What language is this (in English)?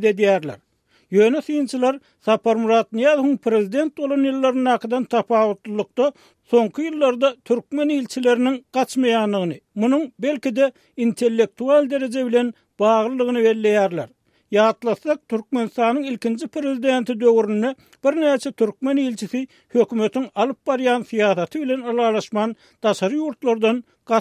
Turkmen